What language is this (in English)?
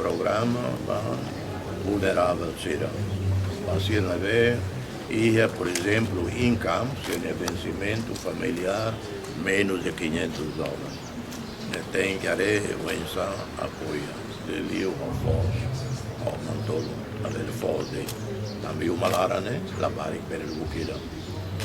Tetum